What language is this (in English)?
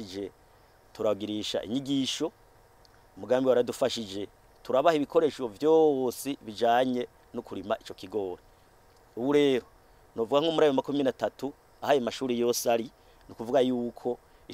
Rundi